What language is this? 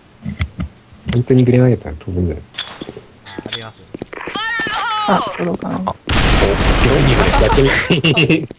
Japanese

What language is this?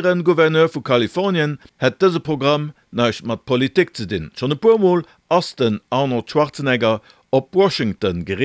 Luxembourgish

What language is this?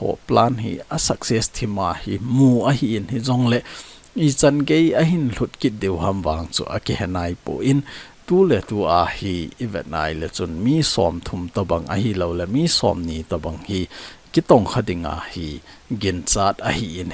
Thado Chin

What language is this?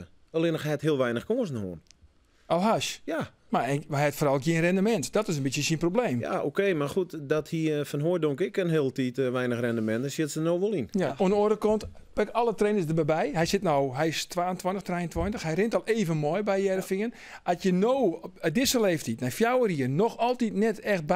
Western Frisian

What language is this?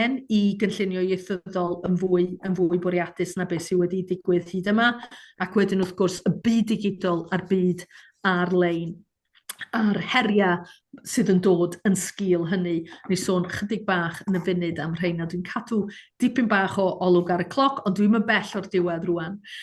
Welsh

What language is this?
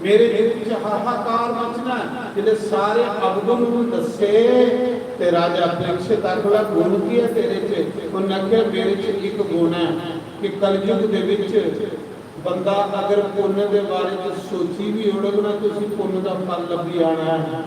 Dogri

